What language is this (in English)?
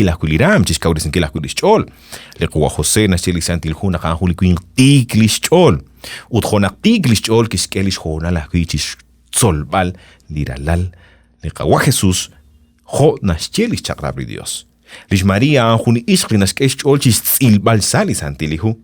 Kekchí